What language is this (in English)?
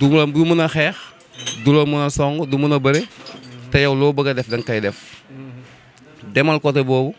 Wolof